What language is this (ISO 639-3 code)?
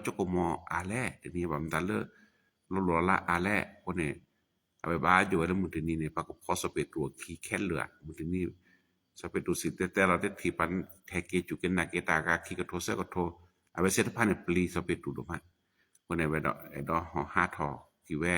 ksw